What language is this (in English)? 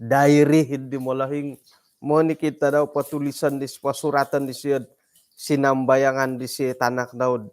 Central Dusun